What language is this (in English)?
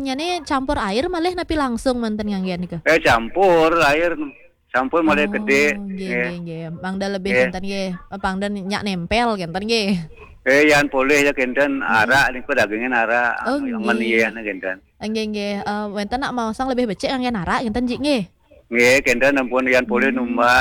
Balinese